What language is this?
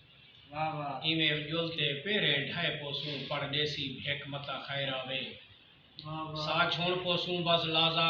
Saraiki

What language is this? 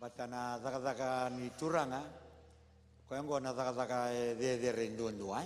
Fijian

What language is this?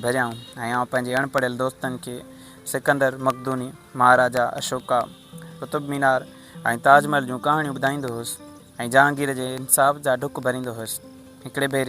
Sindhi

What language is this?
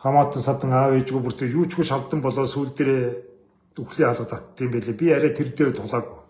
Mongolian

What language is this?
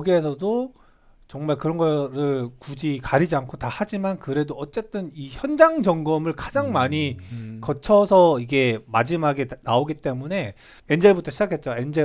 Korean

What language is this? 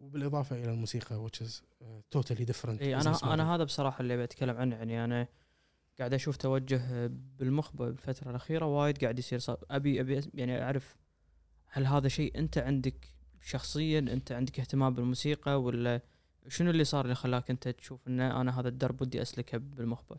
Gulf Arabic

